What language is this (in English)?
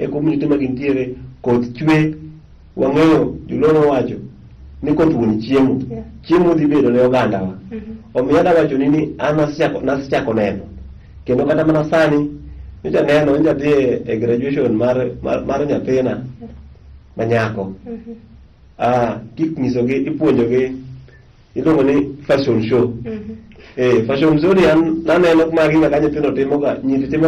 Luo (Kenya and Tanzania)